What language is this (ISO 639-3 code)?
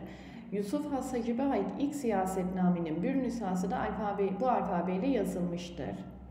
tur